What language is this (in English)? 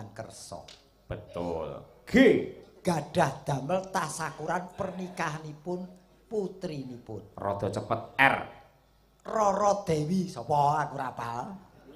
Javanese